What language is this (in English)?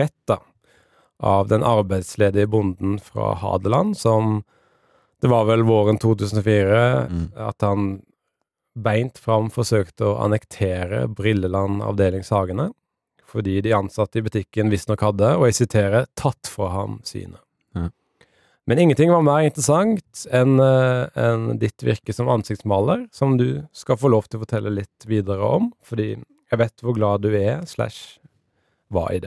Norwegian